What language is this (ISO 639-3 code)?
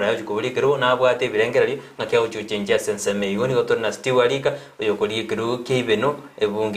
guz